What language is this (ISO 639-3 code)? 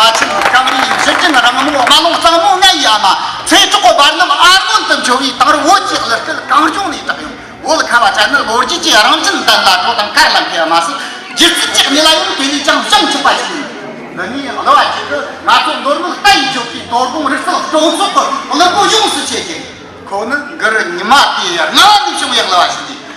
bod